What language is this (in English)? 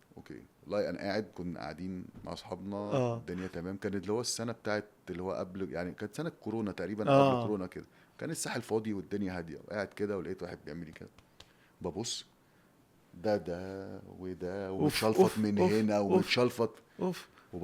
Egyptian Arabic